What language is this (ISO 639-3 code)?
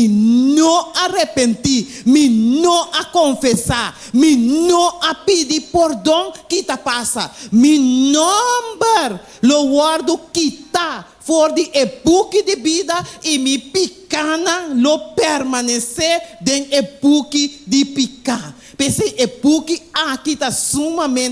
pap